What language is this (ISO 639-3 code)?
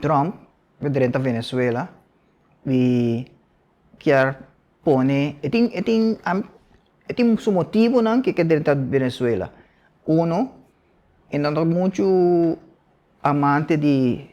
pap